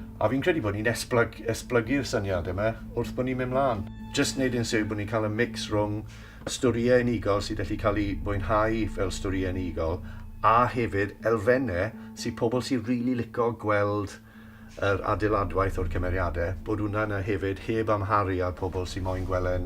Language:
Welsh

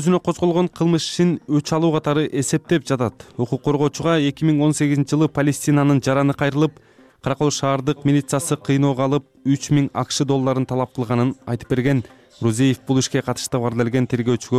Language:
Kyrgyz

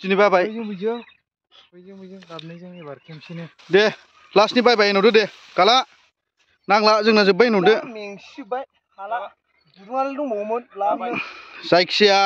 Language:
Bodo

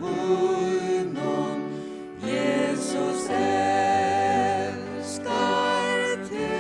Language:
Faroese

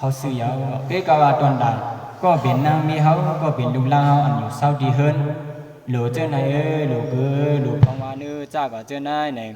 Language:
Shan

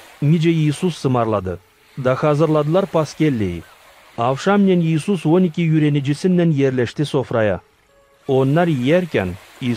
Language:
Gagauz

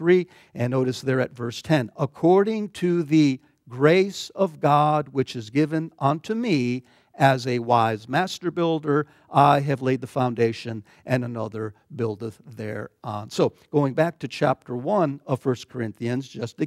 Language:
English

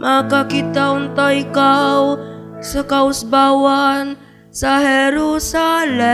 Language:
Cebuano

